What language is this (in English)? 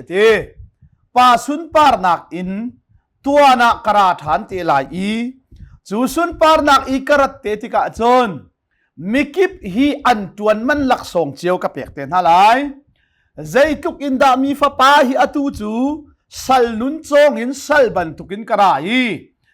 Hakha Chin